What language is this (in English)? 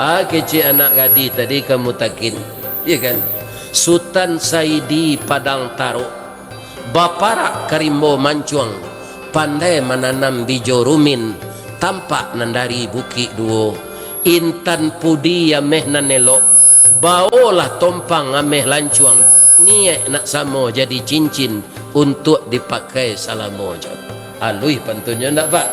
Minangkabau